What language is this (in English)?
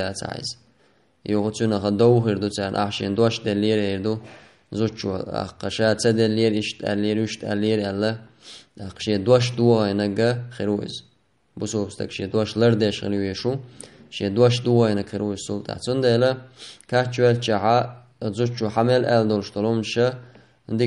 Chechen